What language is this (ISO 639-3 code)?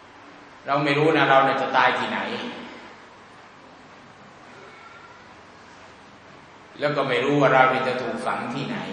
tha